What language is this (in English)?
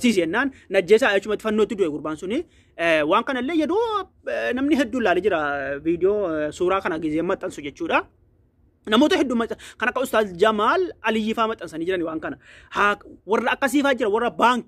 Oromo